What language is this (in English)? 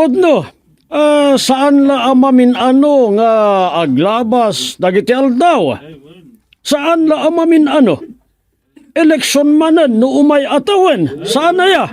Iloko